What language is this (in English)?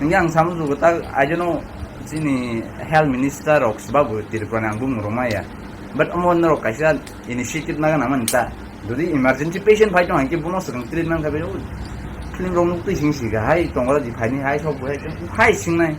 Kok Borok